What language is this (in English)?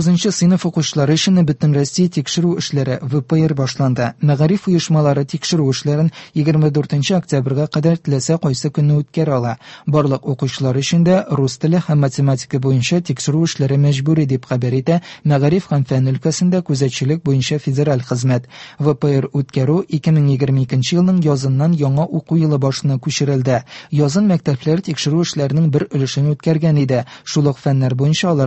Tatar